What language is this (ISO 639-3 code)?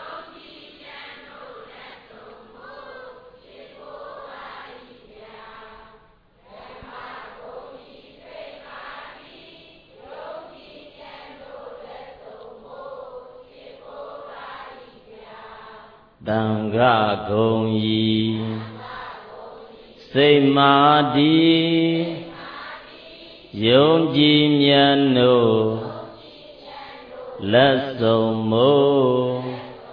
mya